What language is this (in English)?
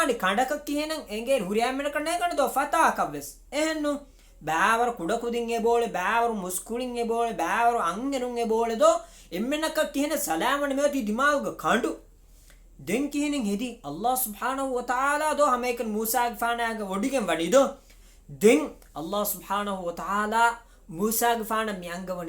Divehi